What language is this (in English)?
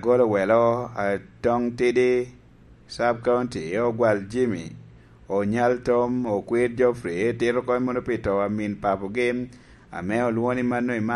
Lango (Uganda)